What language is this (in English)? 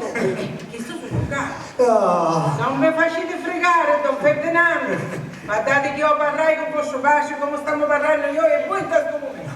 Sicilian